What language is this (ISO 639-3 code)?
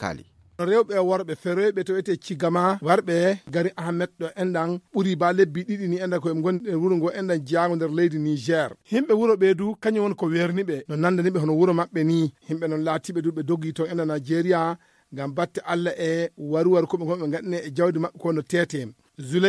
ful